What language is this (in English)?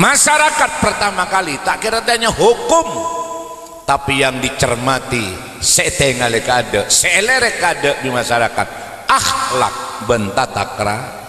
Madurese